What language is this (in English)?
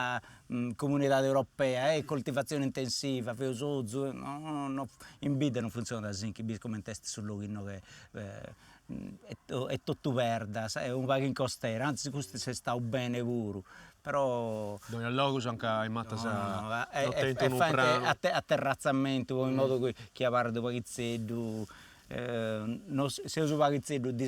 Sardinian